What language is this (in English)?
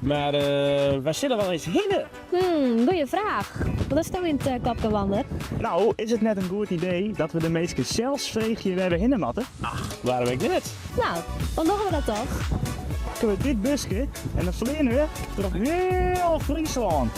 Western Frisian